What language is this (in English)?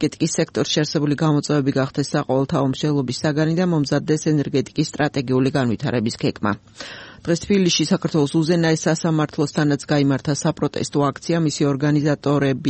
Georgian